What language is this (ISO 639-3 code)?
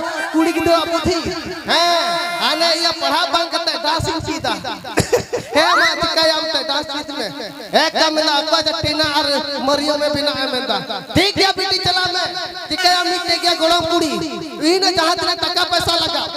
sat